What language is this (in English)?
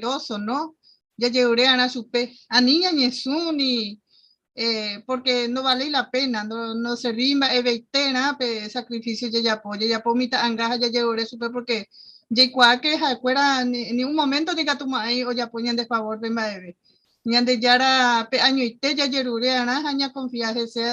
Guarani